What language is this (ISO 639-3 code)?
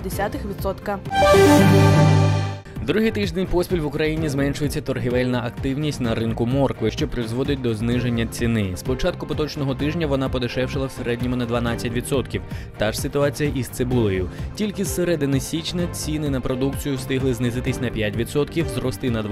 ukr